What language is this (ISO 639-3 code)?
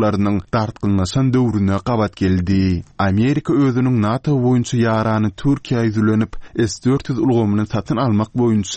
tuk